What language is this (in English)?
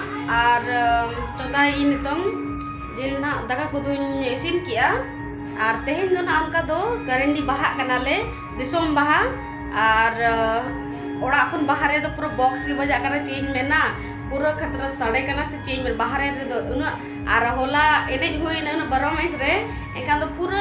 Santali